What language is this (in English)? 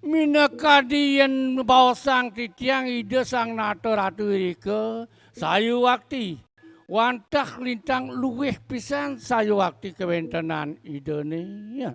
Balinese